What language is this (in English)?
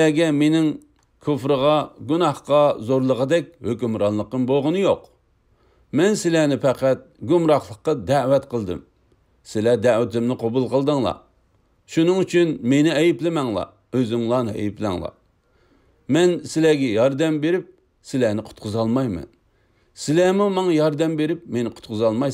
Uyghur